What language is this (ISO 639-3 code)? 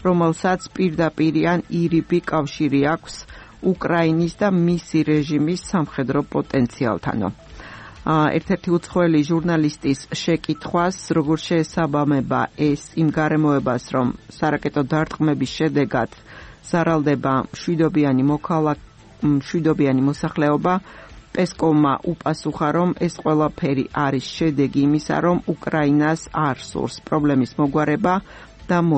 kat